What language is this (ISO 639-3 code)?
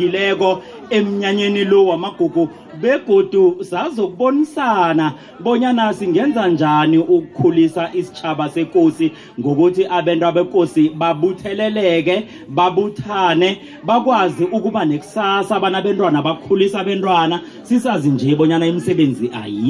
nbl